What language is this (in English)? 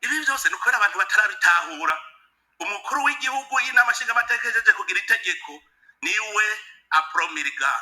Rundi